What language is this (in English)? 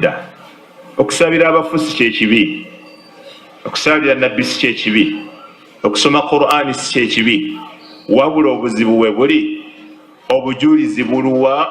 Ganda